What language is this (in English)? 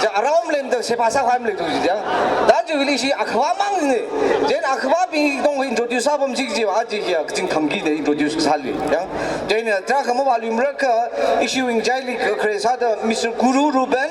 Tangkhul Naga (India)